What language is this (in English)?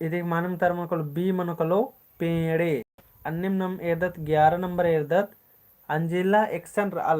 Kurukh